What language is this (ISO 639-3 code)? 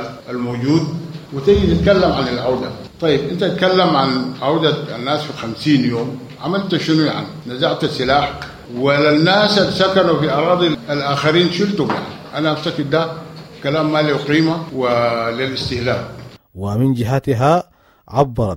apd